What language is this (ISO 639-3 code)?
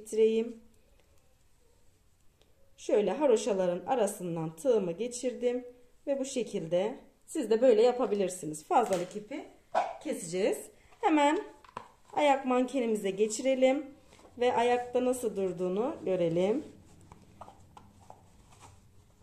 tur